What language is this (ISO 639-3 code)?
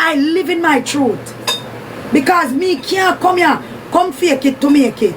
jam